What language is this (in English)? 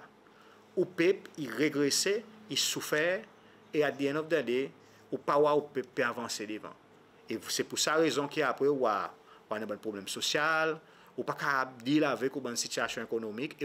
Seselwa Creole French